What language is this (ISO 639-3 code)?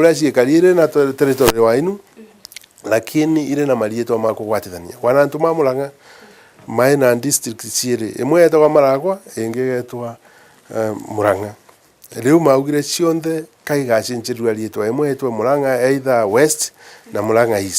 mer